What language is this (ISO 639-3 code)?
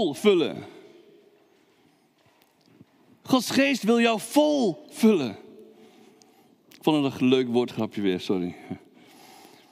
nld